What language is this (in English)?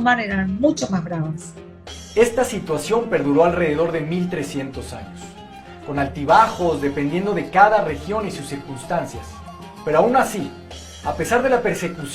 Ladino